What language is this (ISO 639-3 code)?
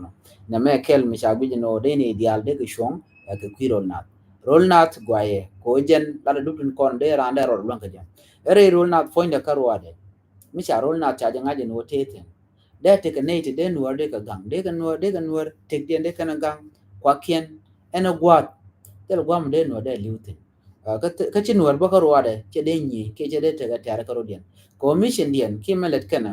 nus